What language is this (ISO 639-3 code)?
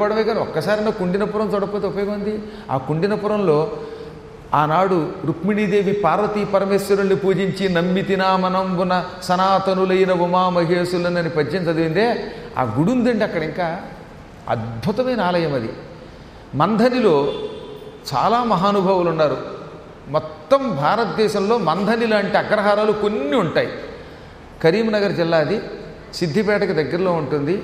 tel